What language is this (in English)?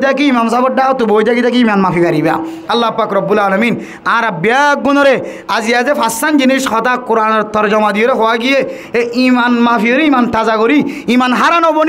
Rohingya